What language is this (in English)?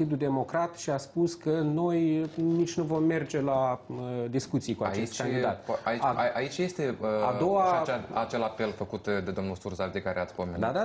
Romanian